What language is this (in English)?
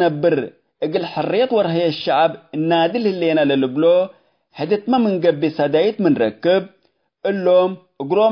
Tigre